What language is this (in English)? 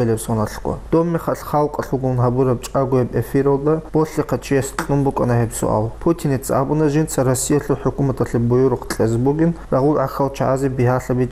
Avaric